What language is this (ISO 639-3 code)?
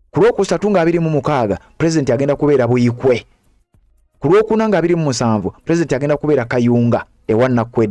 lug